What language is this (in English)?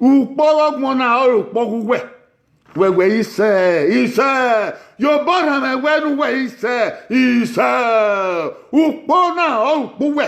Bini